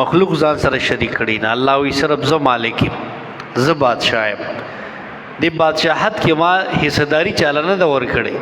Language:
Pashto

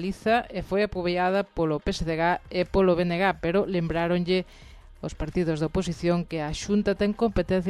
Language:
Galician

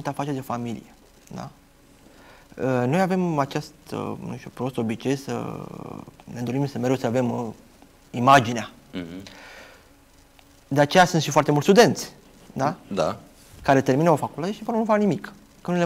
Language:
Romanian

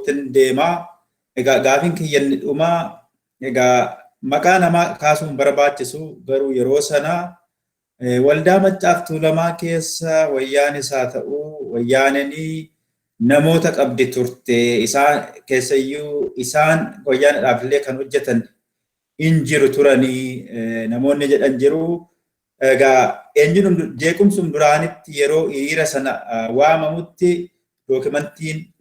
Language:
Oromo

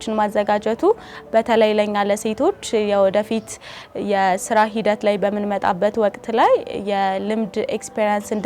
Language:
Amharic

